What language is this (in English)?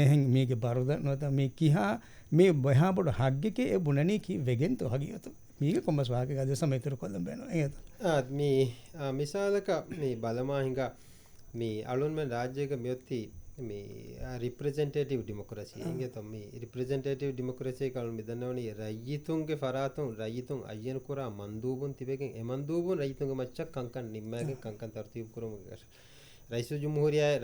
Divehi